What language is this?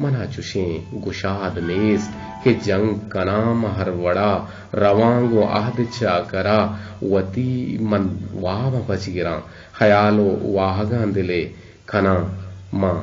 Eastern Balochi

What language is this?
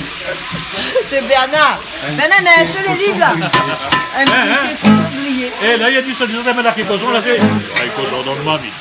Réunion Creole French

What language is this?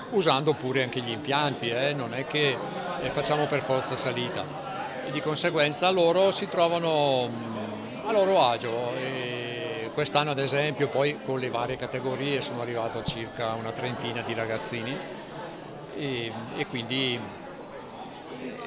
Italian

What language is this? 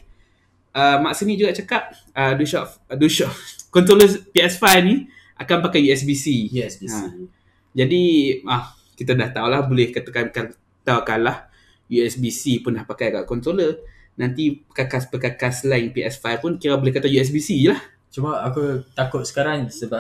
Malay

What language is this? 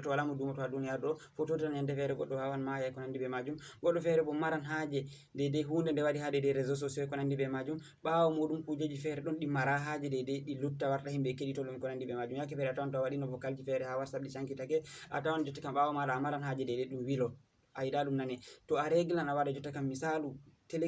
Fula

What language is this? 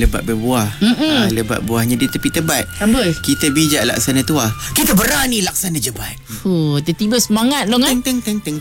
Malay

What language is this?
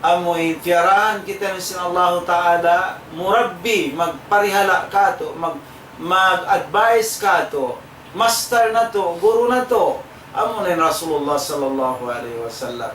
Tausug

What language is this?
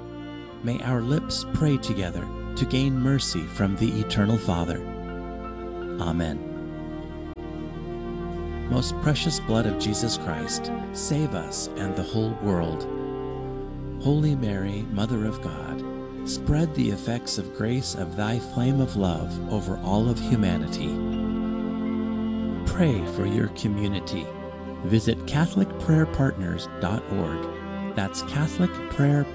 English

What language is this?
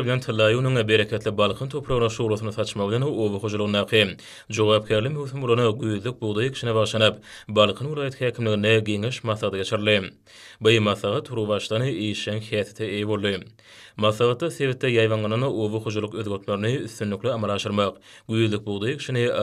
Turkmen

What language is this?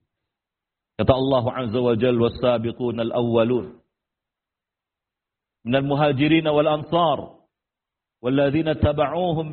Indonesian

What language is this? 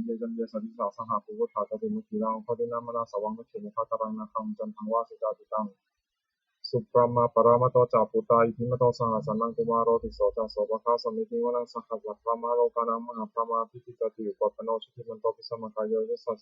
Pali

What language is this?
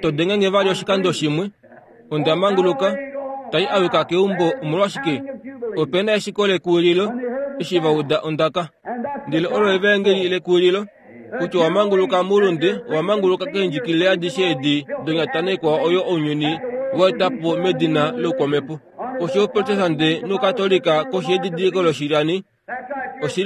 Kuanyama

